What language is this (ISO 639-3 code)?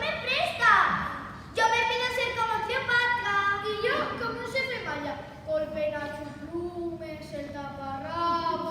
ast